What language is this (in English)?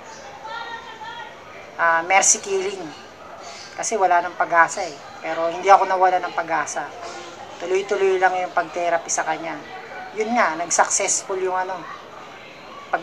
Filipino